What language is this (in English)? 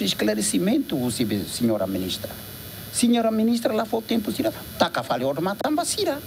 Tetum